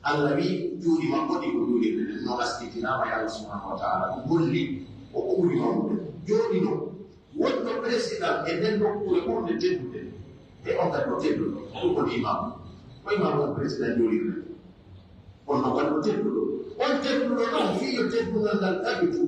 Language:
Pular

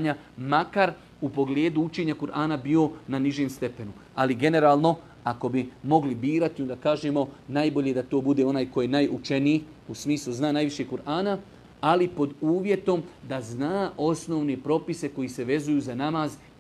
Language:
Bosnian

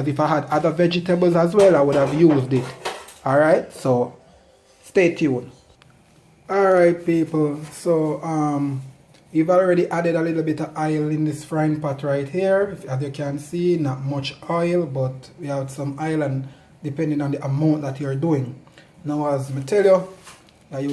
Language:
Jamaican Creole English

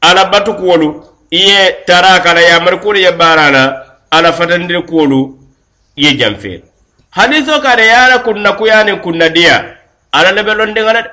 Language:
Mandingo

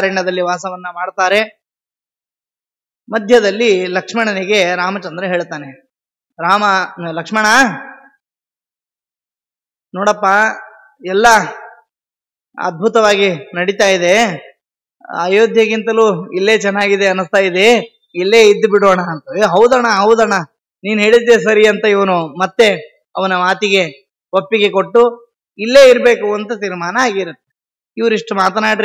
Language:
Kannada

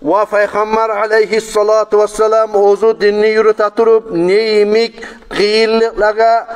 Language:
Kumyk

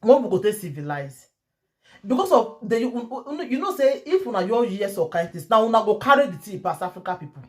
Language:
Nigerian Pidgin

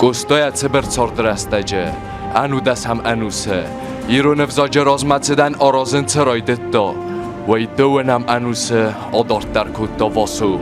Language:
Ossetic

